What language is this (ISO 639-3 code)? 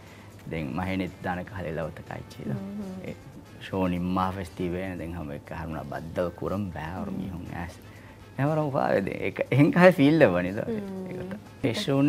div